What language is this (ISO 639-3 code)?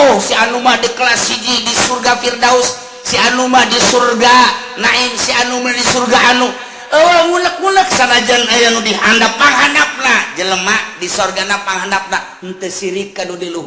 sun